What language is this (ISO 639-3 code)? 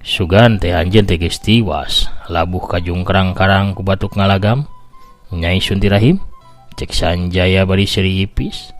sun